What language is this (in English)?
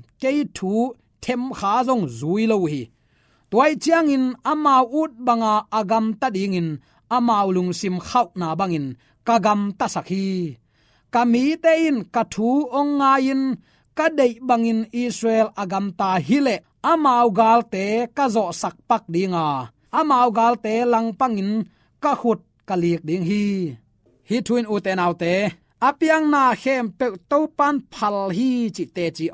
Tedim Chin